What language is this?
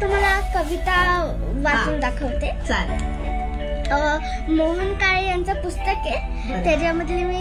Marathi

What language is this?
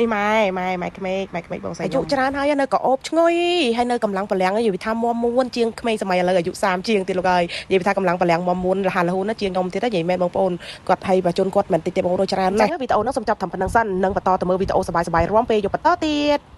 Khmer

